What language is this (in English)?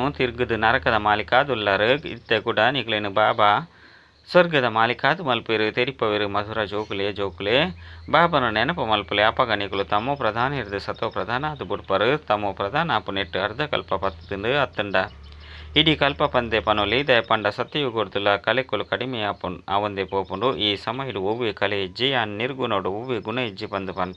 Tulu